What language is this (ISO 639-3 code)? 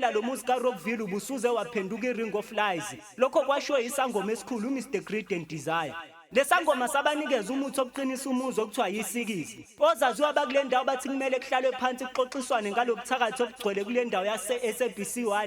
zul